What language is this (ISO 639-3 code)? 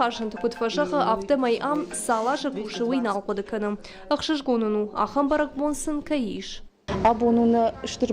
oss